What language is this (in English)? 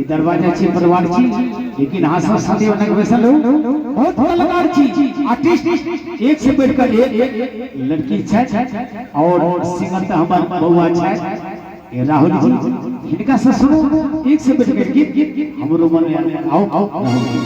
Maithili